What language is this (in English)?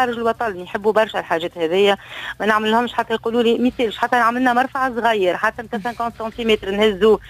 Tunisian Arabic